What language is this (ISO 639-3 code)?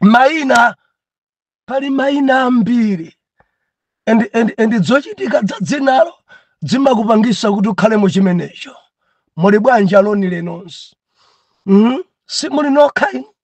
nya